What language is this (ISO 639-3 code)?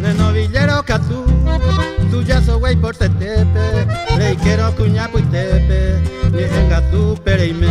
grn